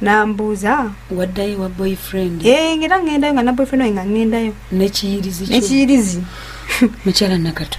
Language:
Ganda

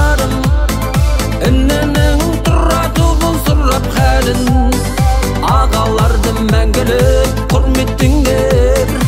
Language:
Kazakh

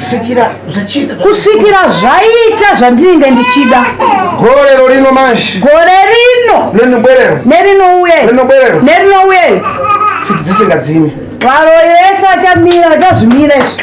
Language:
Shona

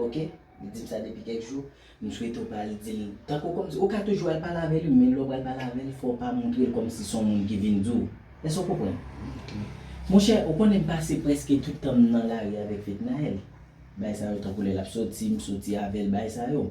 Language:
Haitian Creole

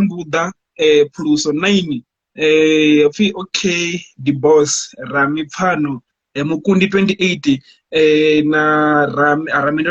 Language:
Venda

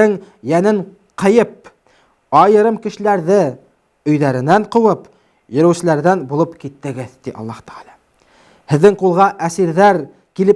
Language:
Bashkir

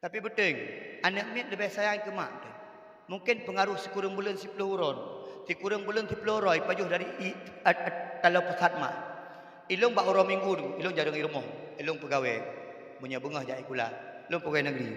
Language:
Achinese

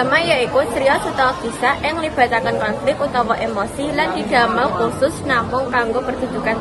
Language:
Javanese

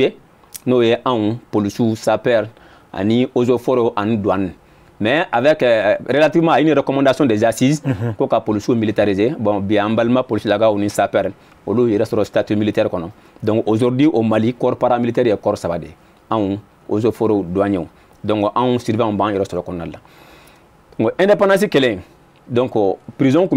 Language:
Bambara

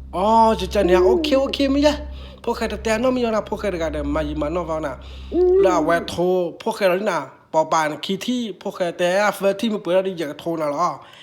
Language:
S'gaw Karen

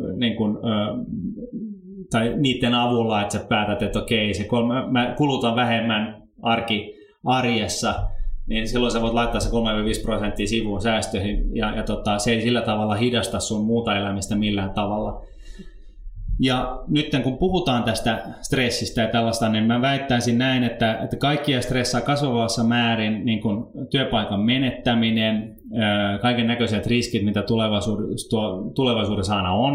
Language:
Finnish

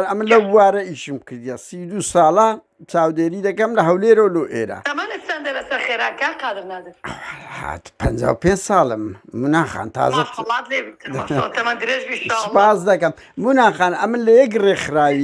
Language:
Central Kurdish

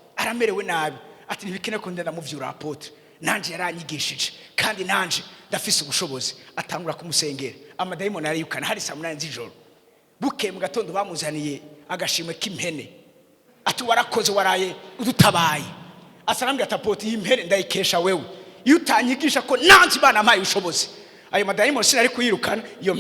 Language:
Rundi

